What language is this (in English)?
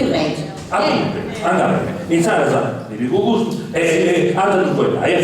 Sardinian